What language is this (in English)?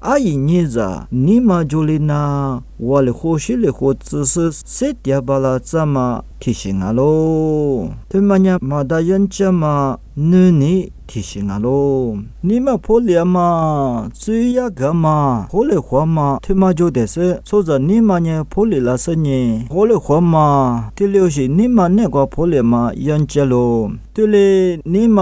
Lisu